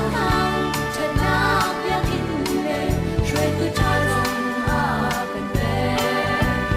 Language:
Hakha Chin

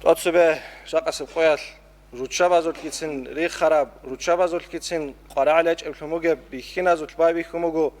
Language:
Avaric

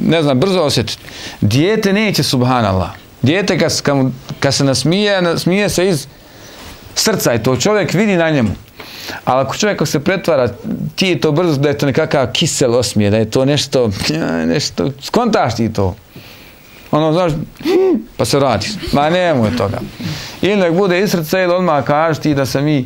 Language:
Bosnian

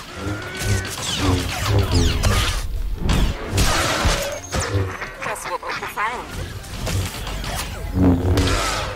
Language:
German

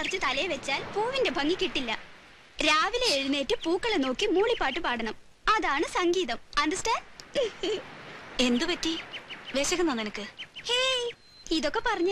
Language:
Malayalam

